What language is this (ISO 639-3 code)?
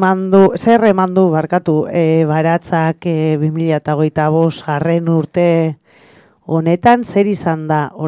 eus